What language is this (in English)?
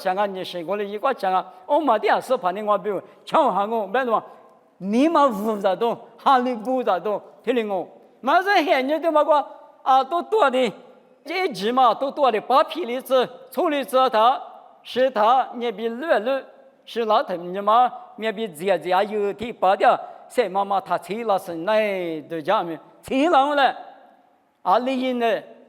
Lisu